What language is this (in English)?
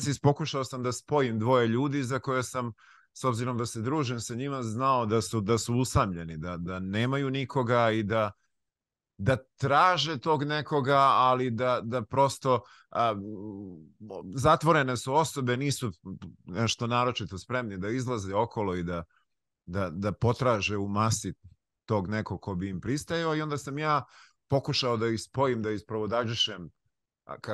Serbian